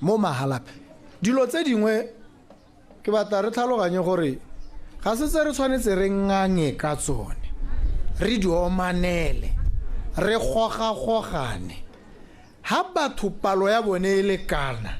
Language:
Tswana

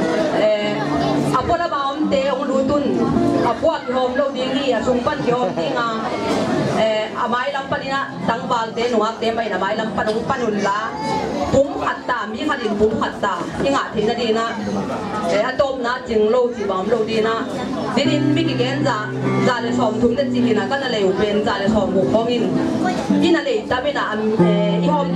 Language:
Tedim Chin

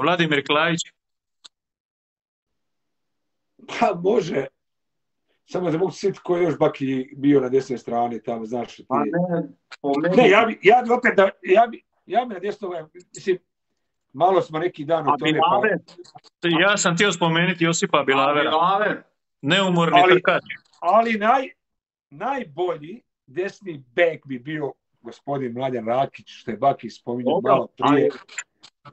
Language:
Croatian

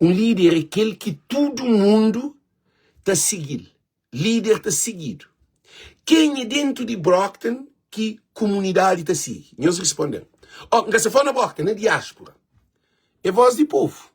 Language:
Kabuverdianu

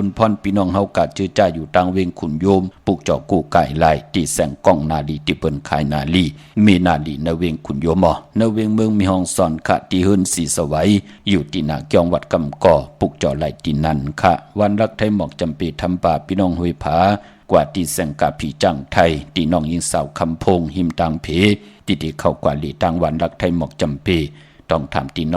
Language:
Shan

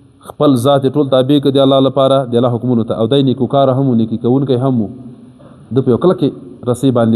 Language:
Pashto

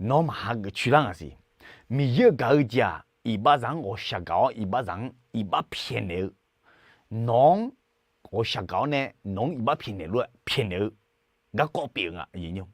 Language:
Akha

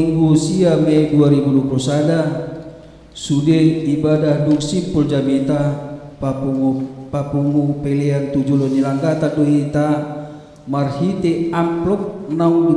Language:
Batak Toba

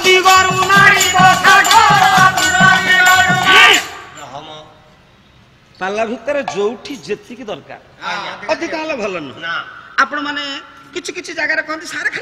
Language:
Odia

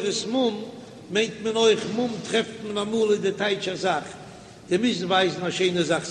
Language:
Yiddish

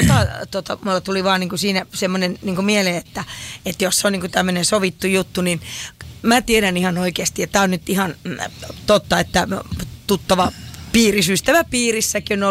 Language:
Finnish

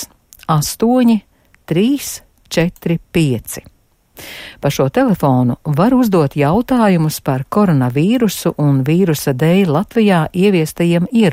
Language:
Latvian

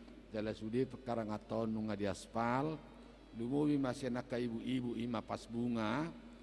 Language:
Batak Toba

